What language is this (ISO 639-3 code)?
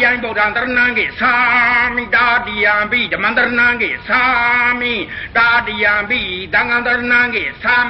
mya